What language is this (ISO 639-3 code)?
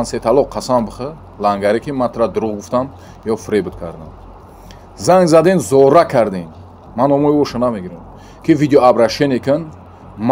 tgk